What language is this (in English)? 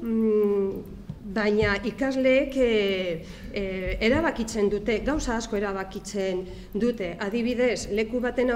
Basque